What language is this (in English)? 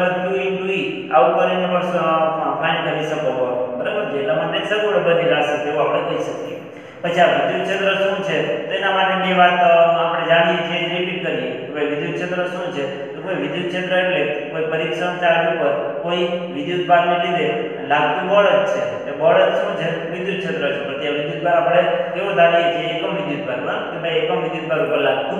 Gujarati